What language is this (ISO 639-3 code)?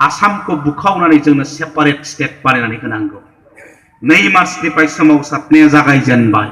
brx